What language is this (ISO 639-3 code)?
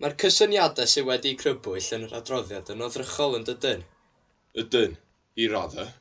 cym